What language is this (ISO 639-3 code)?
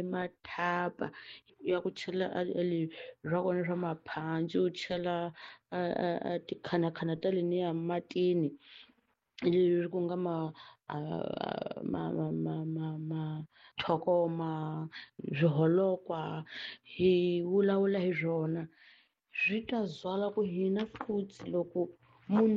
tso